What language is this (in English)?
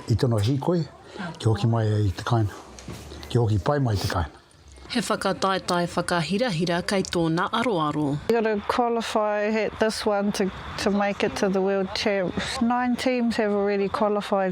Māori